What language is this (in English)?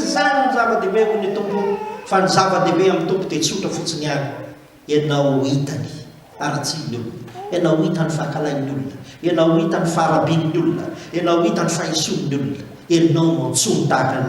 Malagasy